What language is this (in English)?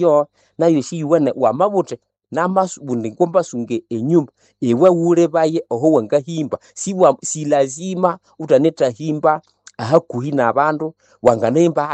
Nande